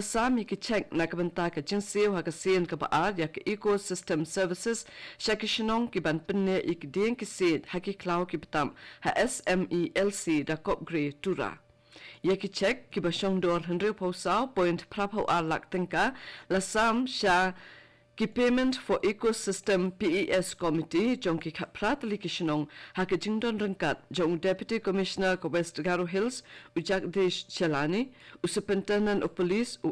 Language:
Khasi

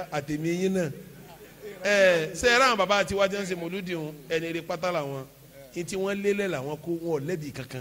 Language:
Yoruba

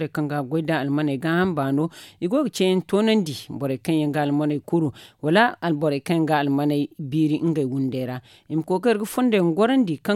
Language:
Zarma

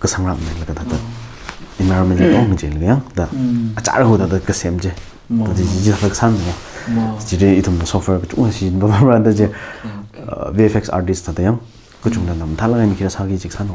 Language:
Tangkhul Naga (India)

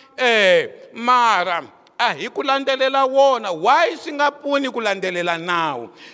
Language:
Tsonga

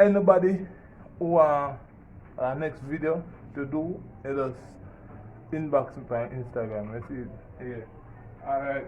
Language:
Jamaican Creole English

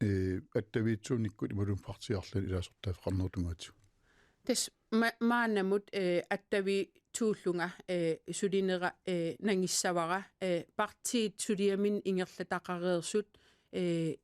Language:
Kalaallisut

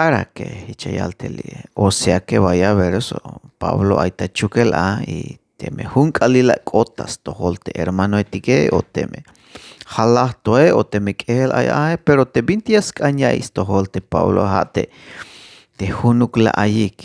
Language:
Tzeltal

